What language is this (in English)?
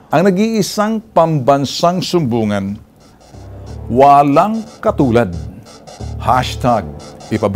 Filipino